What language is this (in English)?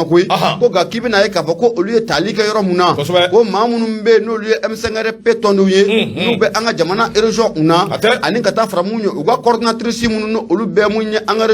Bambara